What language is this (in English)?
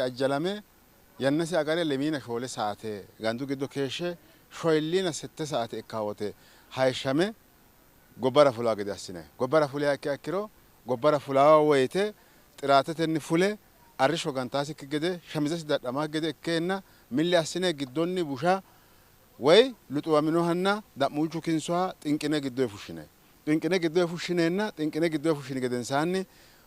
Sidamo